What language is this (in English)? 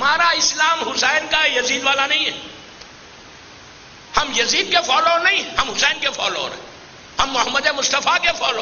Urdu